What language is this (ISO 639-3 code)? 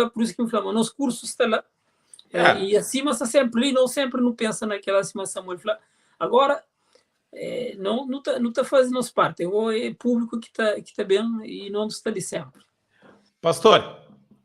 kea